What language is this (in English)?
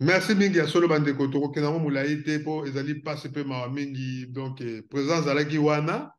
Lingala